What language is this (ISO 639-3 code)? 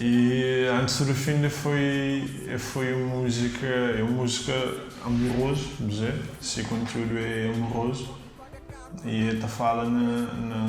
kea